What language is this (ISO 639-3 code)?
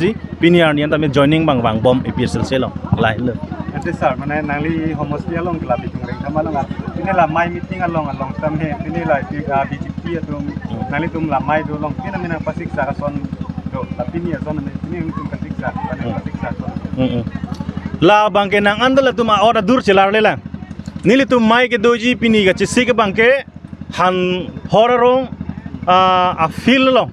mjw